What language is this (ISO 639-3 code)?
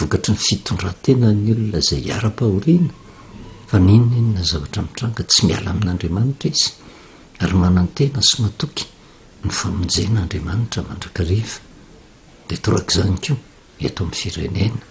mlg